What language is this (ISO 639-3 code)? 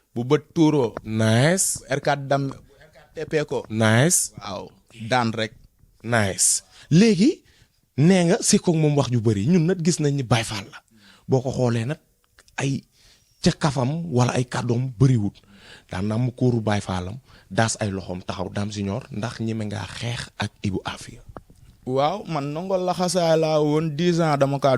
wol